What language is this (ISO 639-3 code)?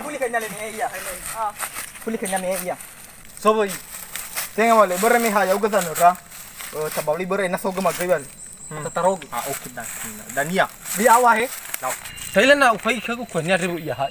nia